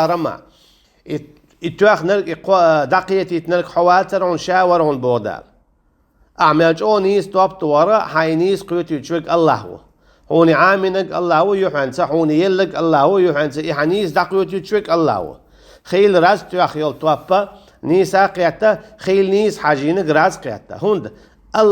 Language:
Chechen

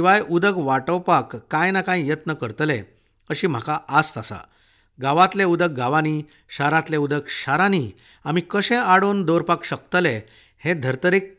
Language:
Konkani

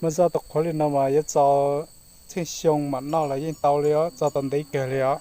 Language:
Hmong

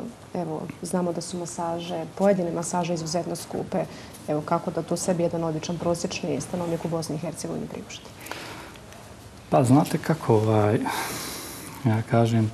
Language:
Bosnian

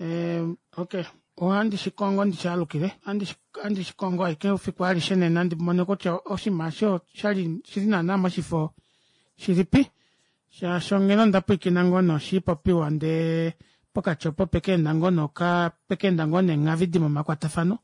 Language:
Kuanyama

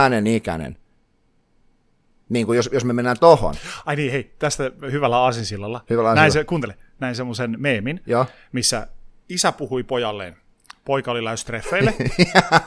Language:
Finnish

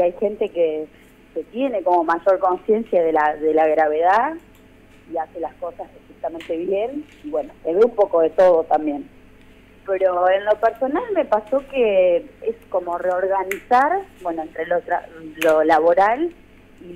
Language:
Spanish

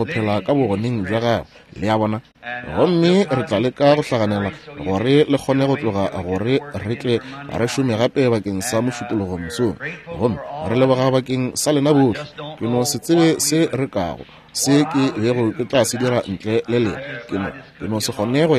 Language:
Northern Sotho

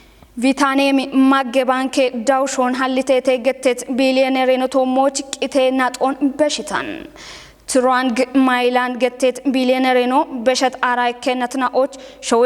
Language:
Kafa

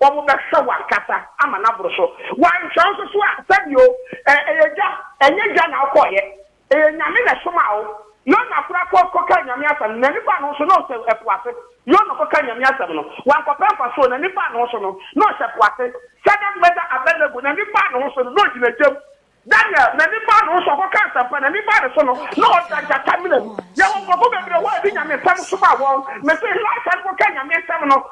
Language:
Akan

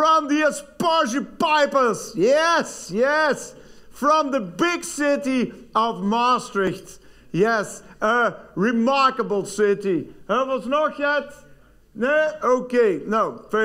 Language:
Limburgish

